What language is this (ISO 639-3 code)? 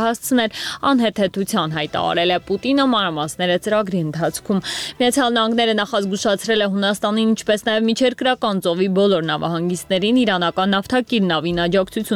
hye